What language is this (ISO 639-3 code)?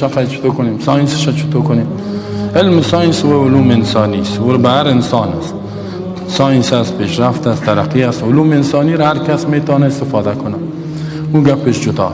fas